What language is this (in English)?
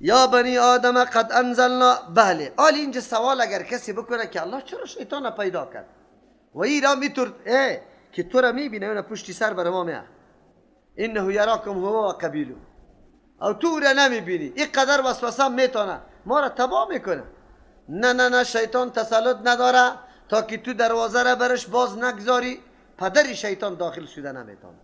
Persian